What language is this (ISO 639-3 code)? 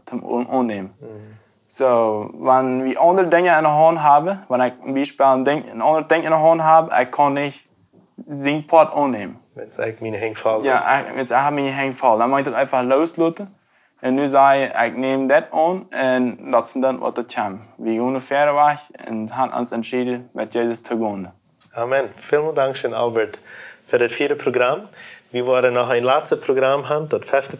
pdt